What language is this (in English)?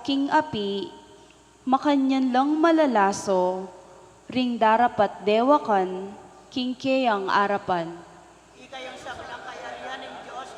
Pampanga